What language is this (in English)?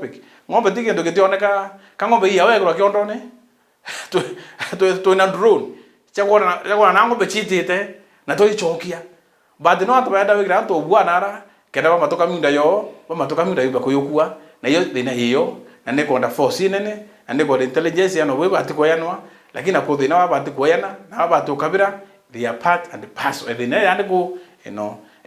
Meru